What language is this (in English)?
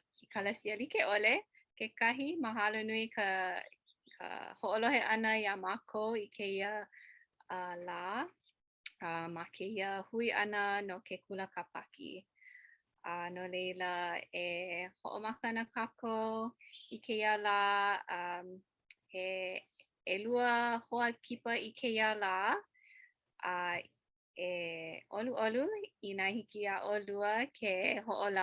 Hawaiian